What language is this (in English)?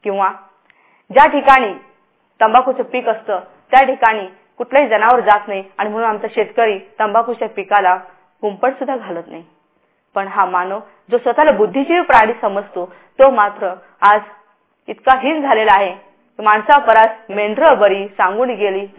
Marathi